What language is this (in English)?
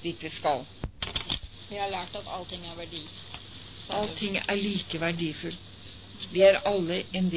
Norwegian